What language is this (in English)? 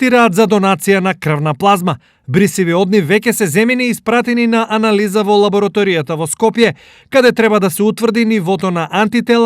Macedonian